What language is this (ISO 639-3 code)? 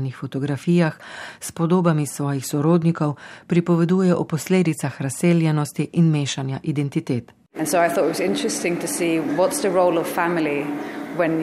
slv